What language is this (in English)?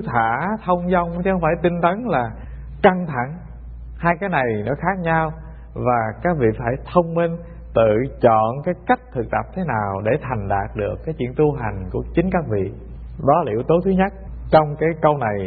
Vietnamese